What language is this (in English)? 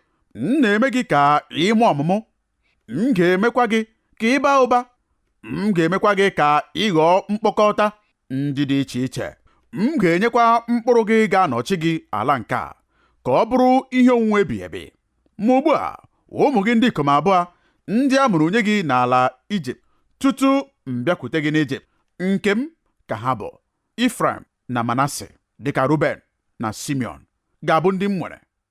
Igbo